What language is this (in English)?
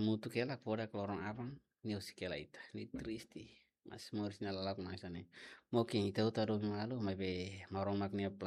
Tetum